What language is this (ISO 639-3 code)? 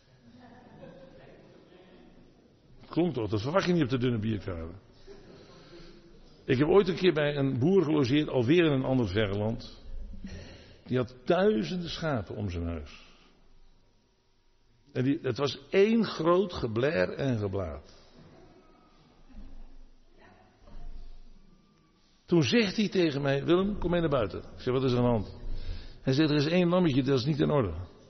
nld